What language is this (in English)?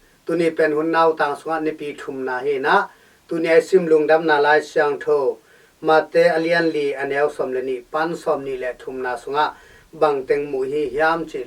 Tedim Chin